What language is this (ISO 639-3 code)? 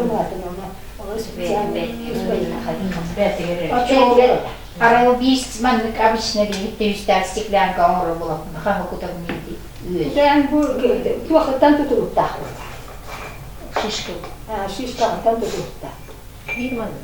sah